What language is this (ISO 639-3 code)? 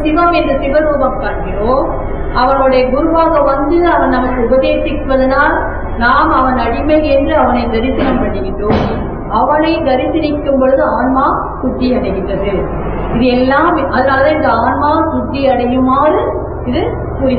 tam